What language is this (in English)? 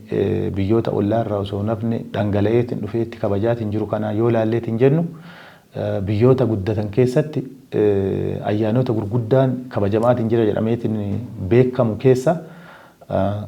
Oromo